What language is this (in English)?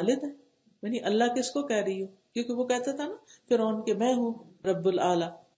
Urdu